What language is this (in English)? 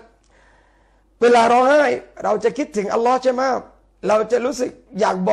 Thai